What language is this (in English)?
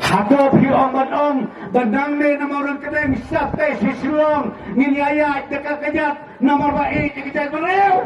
Khasi